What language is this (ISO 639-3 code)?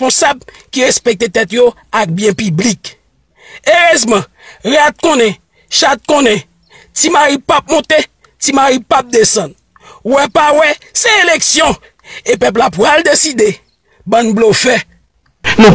hat